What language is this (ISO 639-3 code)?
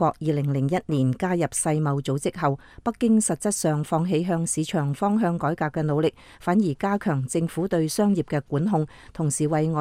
yue